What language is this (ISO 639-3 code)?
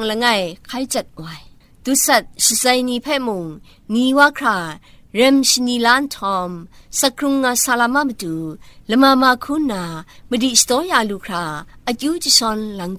kac